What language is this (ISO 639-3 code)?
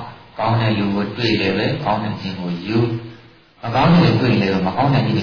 mya